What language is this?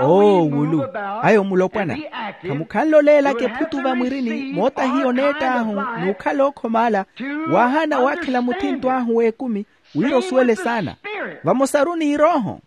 Makhuwa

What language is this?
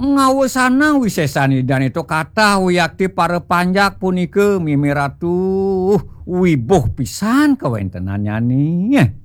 Balinese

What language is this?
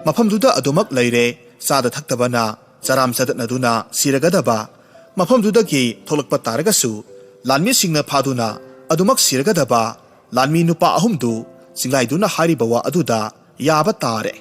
Manipuri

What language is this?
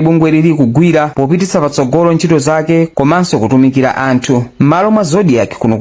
Nyanja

